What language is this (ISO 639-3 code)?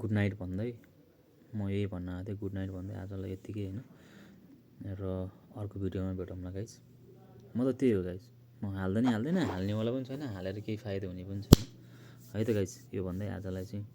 nep